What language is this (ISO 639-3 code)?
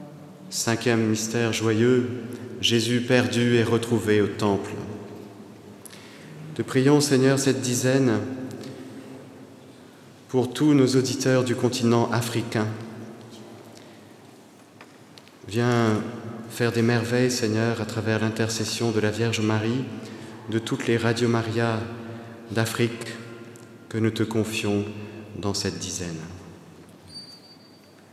fra